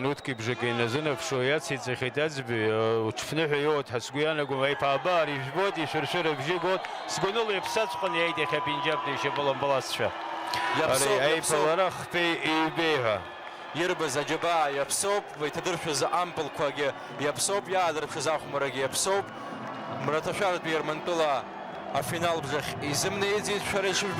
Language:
Abkhazian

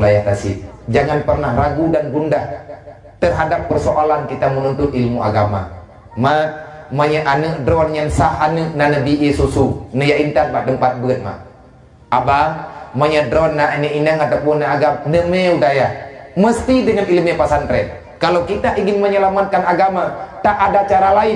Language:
Achinese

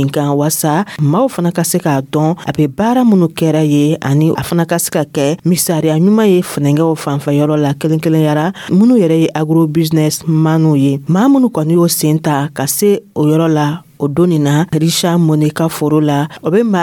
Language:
Dyula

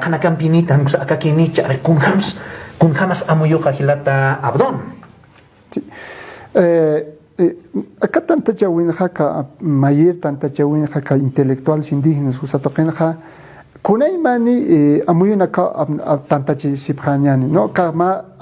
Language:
Aymara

